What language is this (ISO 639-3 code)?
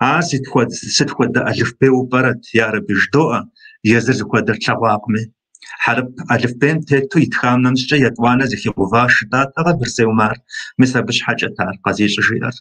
kbd